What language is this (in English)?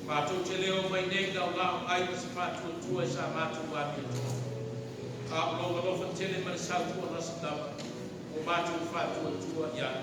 Samoan